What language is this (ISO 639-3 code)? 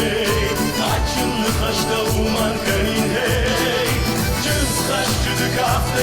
oss